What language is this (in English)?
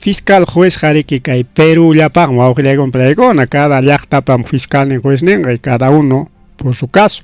Ayacucho Quechua